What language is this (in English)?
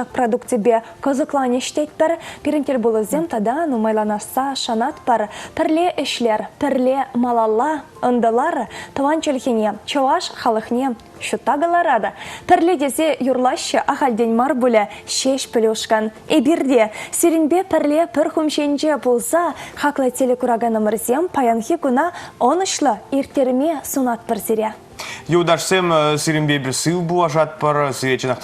Chuvash